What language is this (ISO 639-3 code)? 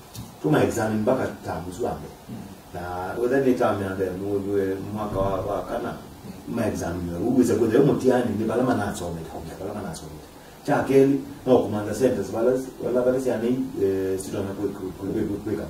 kam